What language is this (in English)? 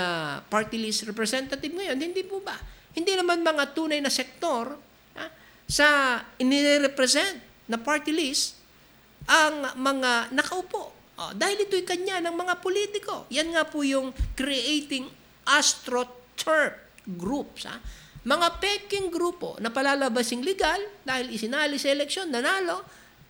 Filipino